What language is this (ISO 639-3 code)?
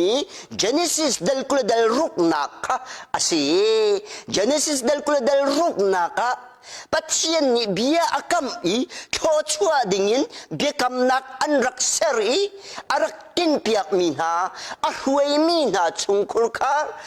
cnh